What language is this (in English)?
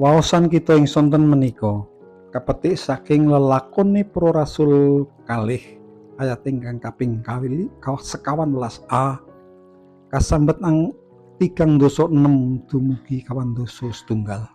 Javanese